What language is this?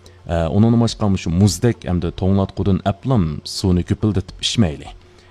Uyghur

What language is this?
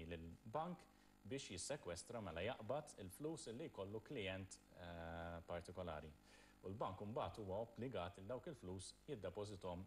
Maltese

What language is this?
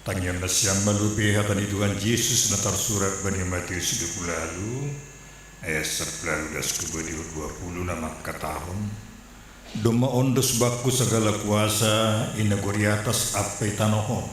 Batak Simalungun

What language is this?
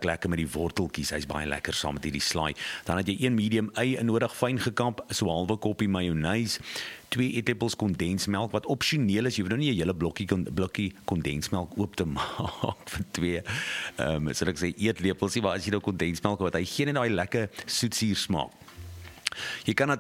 Afrikaans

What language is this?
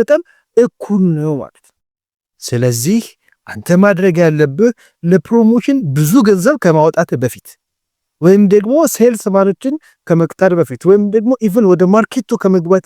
Amharic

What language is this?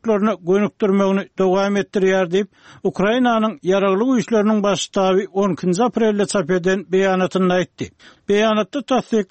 Turkmen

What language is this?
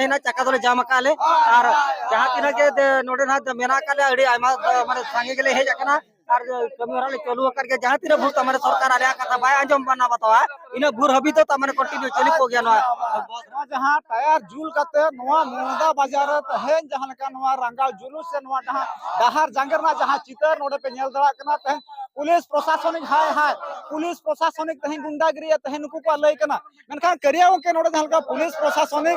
Santali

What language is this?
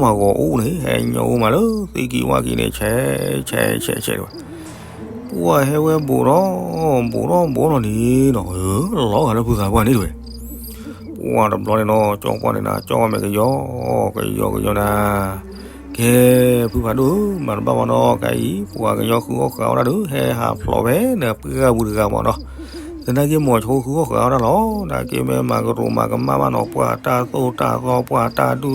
S'gaw Karen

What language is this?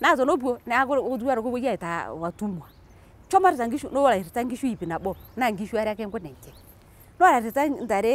Masai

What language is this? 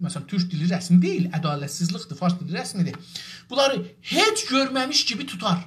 South Azerbaijani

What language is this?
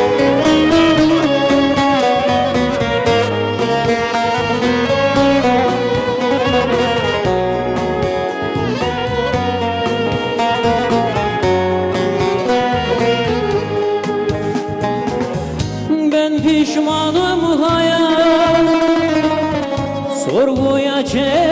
Turkish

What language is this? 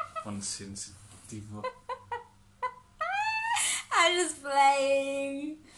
Afrikaans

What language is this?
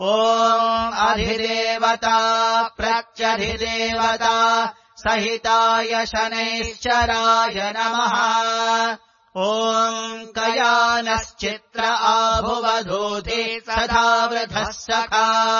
Sanskrit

